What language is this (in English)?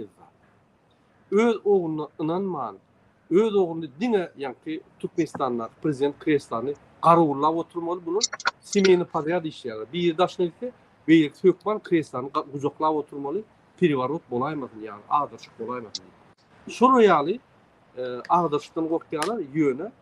Turkmen